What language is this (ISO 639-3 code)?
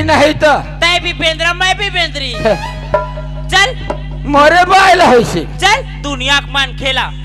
hne